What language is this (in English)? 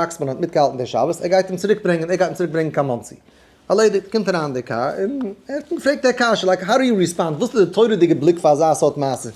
Yiddish